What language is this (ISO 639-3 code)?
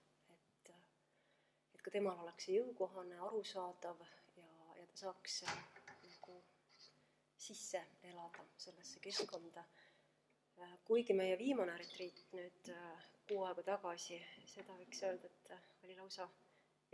est